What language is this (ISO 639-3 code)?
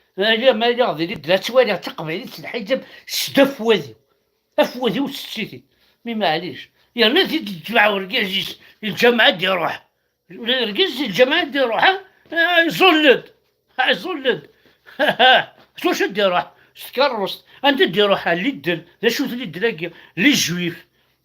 kab